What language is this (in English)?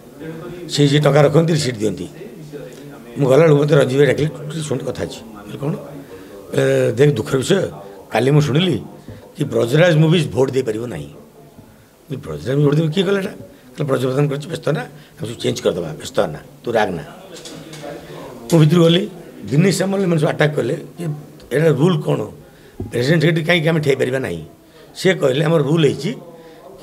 Odia